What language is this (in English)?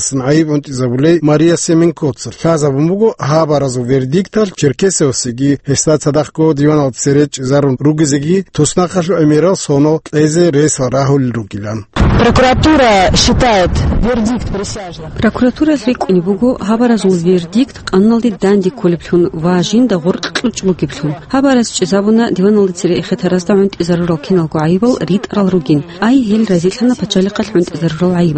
Avaric